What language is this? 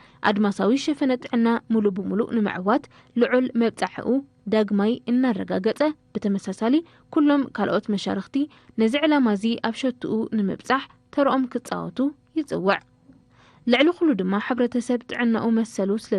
Tigrinya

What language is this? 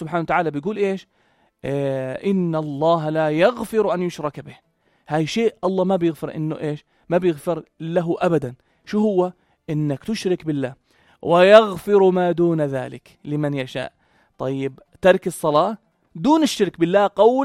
North Levantine Arabic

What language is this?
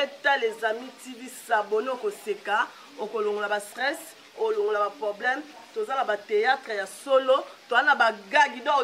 Lingala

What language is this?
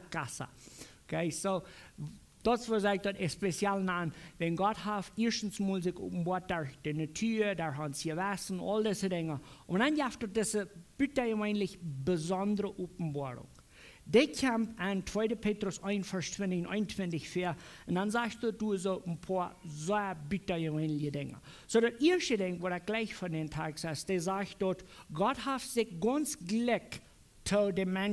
Plautdietsch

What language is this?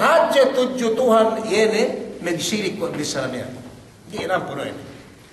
Yakan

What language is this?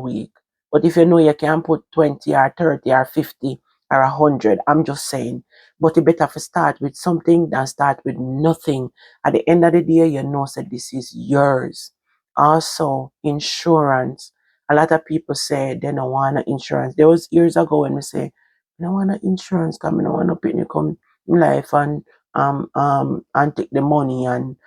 Jamaican Creole English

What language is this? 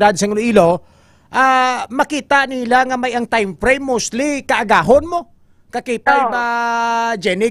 Hiligaynon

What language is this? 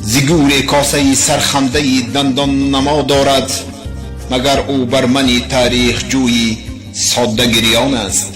Tajik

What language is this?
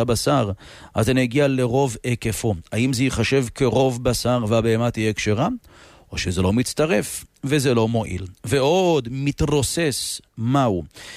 Hebrew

